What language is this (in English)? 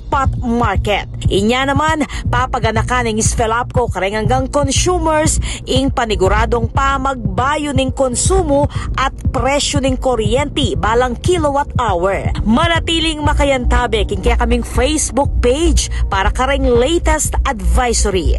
Pampanga